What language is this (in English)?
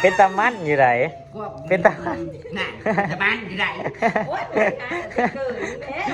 Northeastern Thai